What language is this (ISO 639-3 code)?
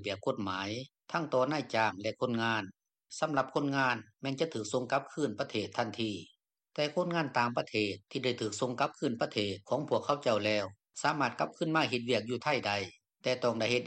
lao